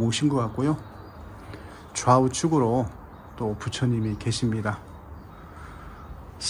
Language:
Korean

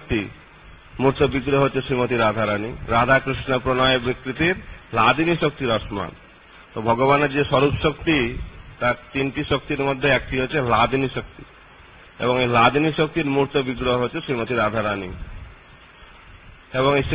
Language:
Bangla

